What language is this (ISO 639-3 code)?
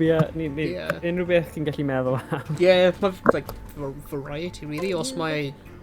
cym